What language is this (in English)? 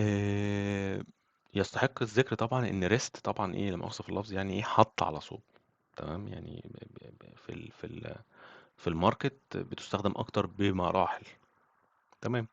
Egyptian Arabic